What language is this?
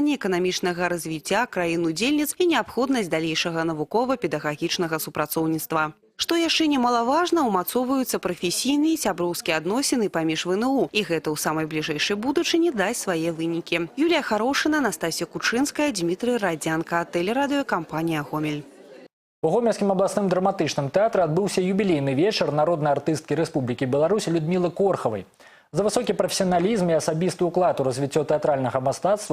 Belarusian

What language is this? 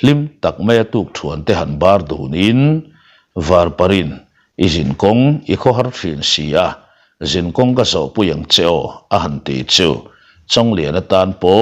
Mizo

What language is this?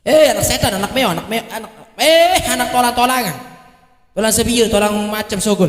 Sasak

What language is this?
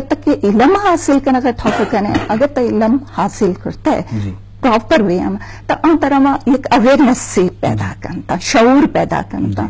Eastern Balochi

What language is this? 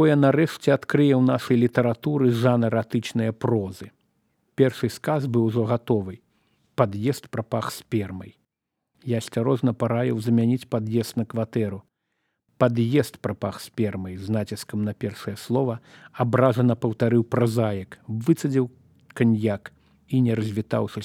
Belarusian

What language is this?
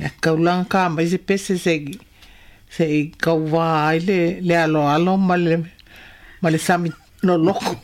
Samoan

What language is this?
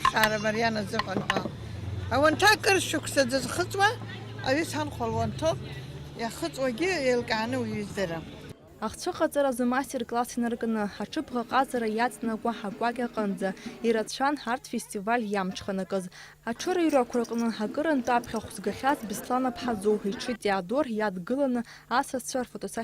Abkhazian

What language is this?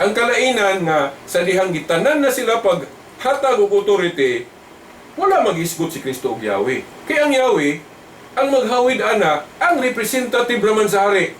Cebuano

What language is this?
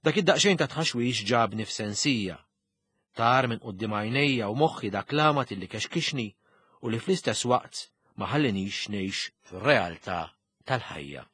Maltese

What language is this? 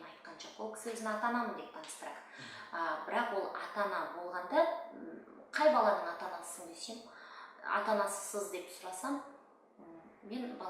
Kazakh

